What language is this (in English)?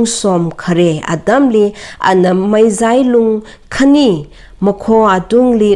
Tangkhul Naga (India)